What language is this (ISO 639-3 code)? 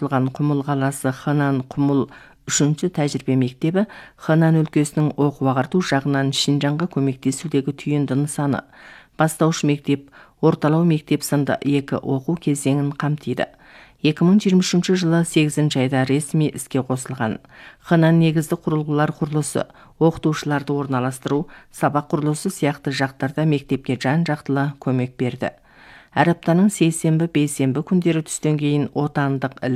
kaz